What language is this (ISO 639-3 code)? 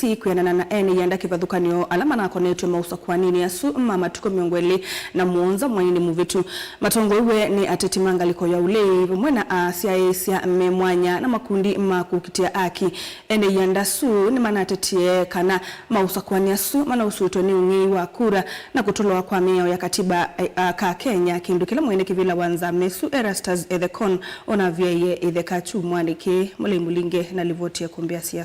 kam